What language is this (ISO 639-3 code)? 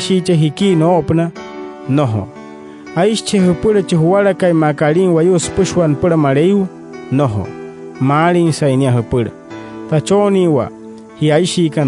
guc